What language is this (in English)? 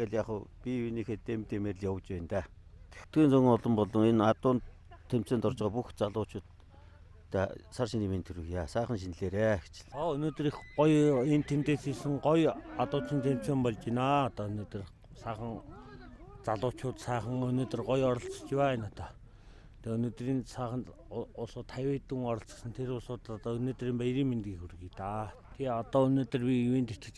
Mongolian